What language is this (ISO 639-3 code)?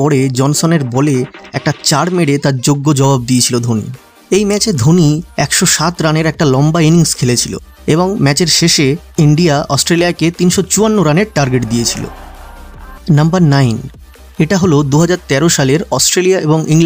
ben